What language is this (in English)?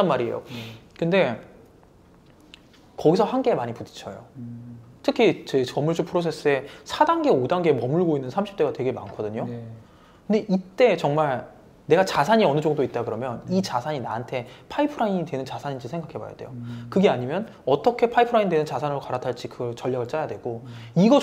Korean